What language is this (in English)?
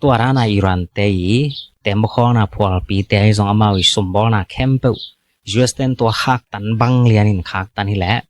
Tedim Chin